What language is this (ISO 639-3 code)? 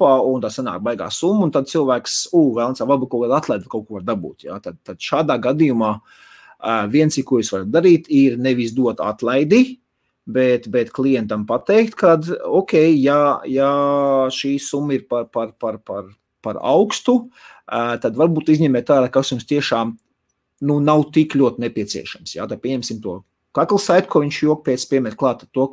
lav